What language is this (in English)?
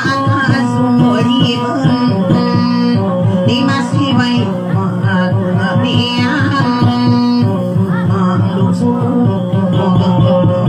Indonesian